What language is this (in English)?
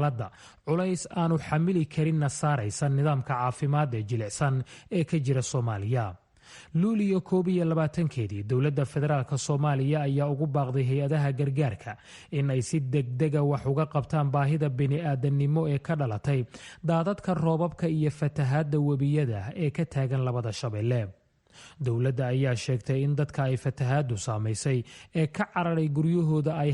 Somali